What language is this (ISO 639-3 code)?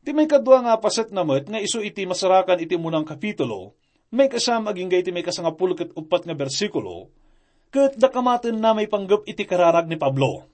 ilo